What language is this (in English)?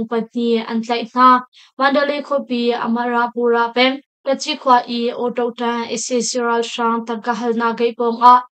Hakha Chin